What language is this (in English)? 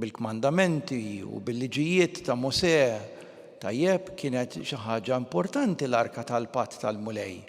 Maltese